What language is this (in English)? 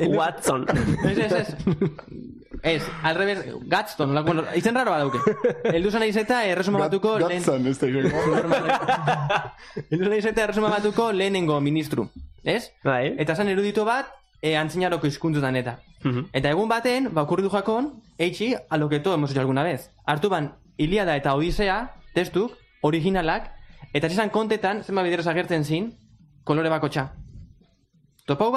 Basque